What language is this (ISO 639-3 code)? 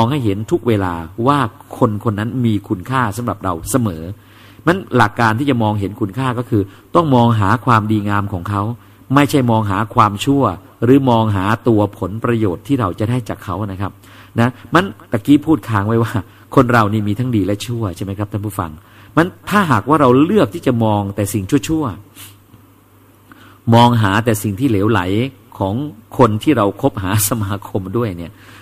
tha